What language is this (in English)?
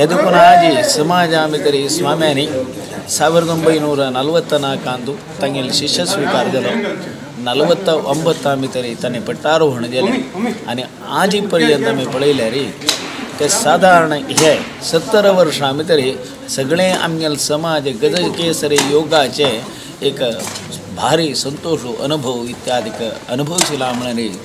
Konkani